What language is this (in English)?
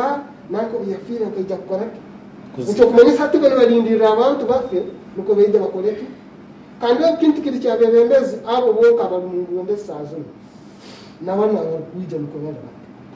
Nyankole